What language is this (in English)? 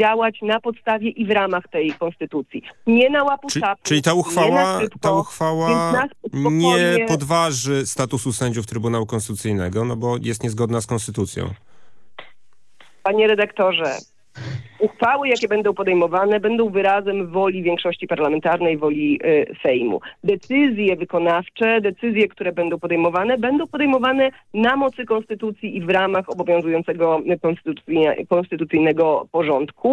Polish